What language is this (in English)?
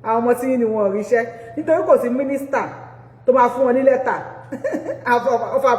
Yoruba